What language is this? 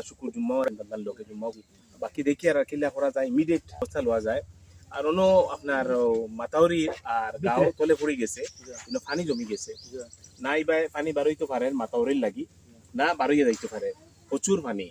Sylheti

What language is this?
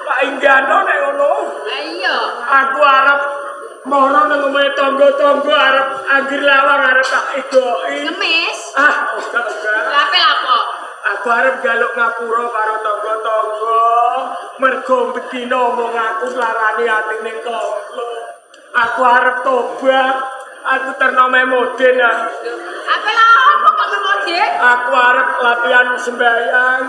Javanese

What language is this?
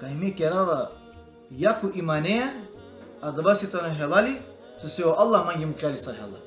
Balkan Romani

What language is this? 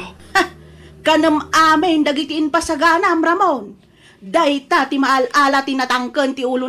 Iloko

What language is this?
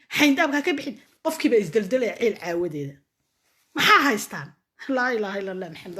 Somali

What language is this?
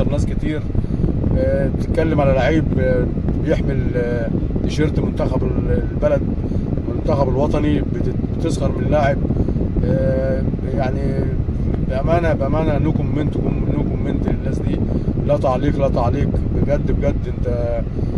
Egyptian Arabic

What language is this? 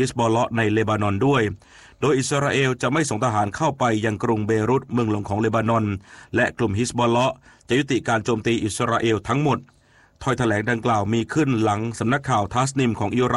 Thai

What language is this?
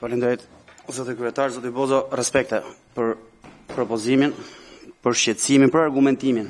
Albanian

